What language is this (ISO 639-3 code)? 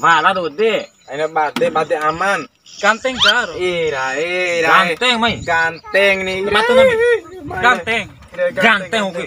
bhp